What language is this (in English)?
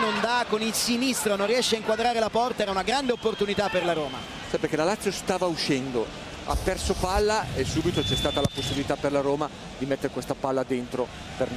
Italian